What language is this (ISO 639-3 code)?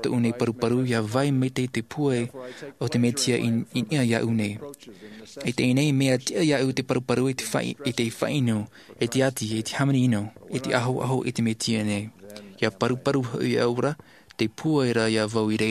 tah